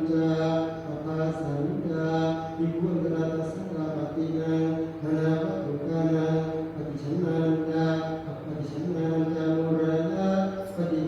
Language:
Pali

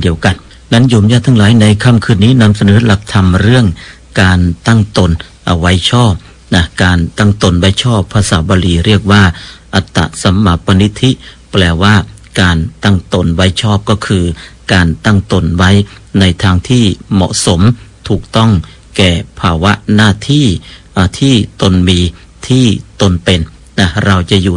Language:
Thai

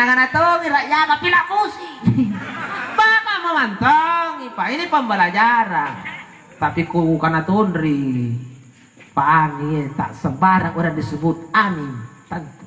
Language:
Makasar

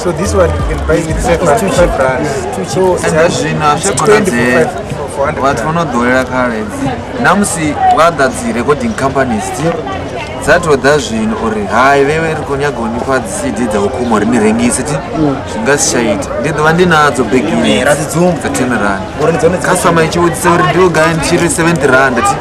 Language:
Venda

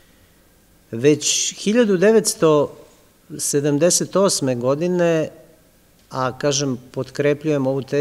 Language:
Serbian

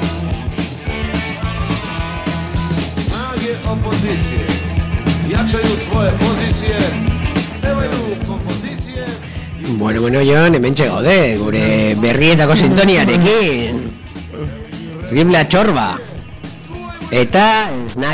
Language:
Basque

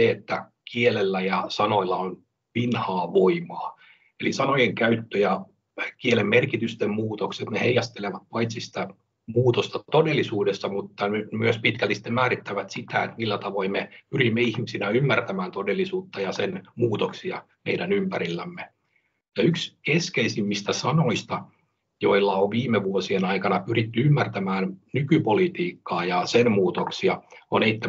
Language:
Finnish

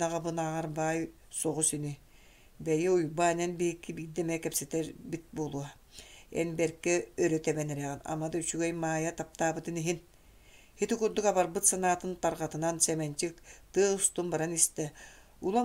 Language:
Yakut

